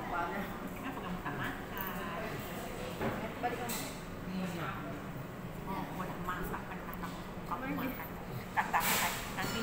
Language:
Malay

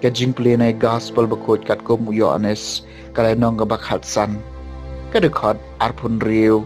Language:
Khasi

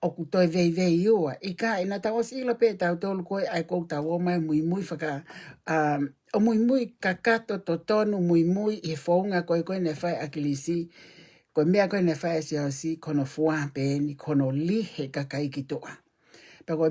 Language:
Tongan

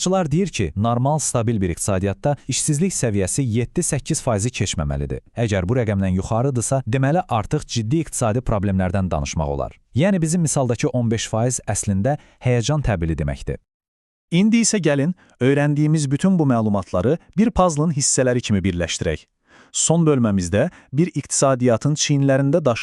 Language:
Azerbaijani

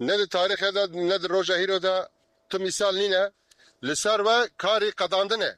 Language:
Kurdish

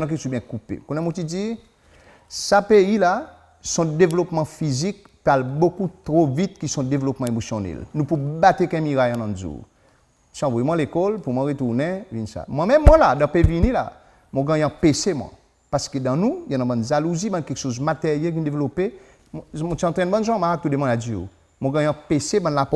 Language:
Seselwa Creole French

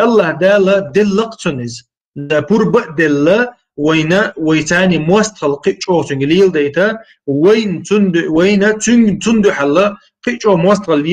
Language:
Chechen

